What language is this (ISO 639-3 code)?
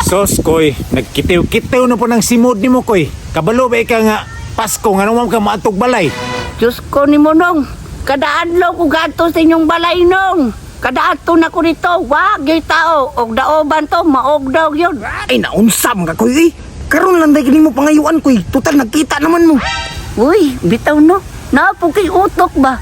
ceb